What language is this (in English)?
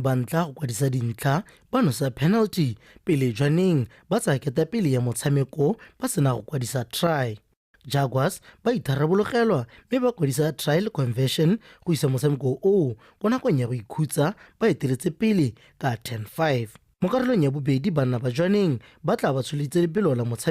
Tswana